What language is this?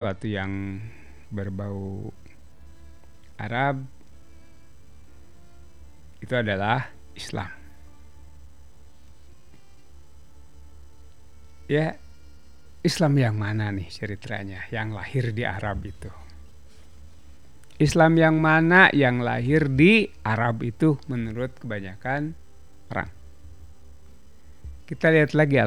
Indonesian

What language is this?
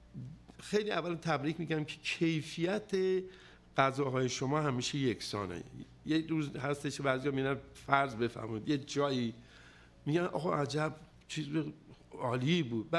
Persian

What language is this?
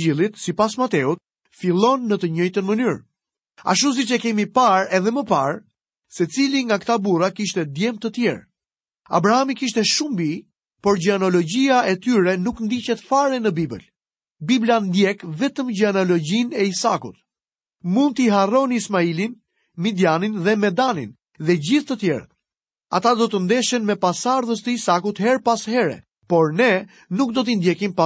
Albanian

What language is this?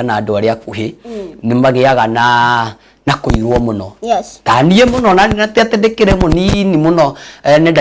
Kikuyu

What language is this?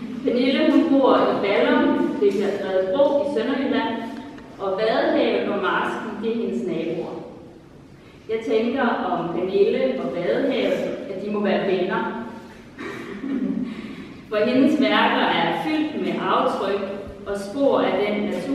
Danish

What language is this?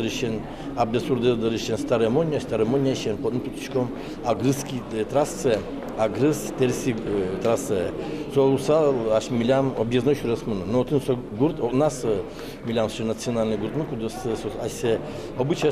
Udmurt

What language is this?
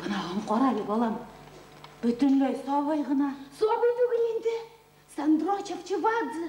Bashkir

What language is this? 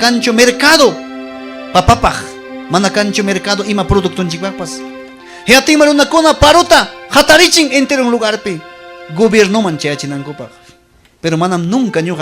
Ayacucho Quechua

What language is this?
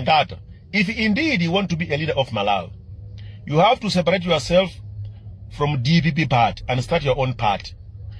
Nyanja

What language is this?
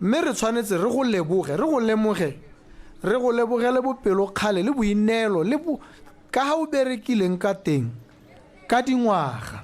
Tswana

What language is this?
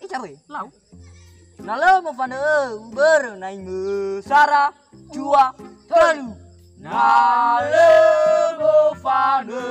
Nias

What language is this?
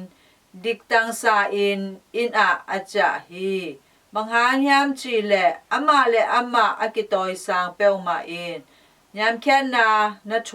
Tedim Chin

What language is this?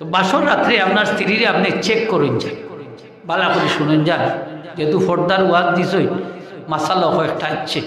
Sylheti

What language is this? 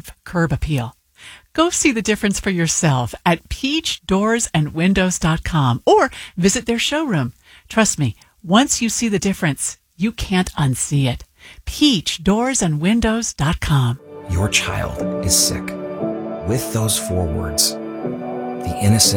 English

